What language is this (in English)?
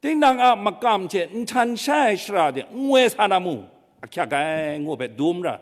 Kachin